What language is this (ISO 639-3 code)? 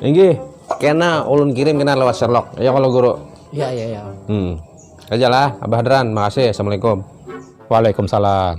bjn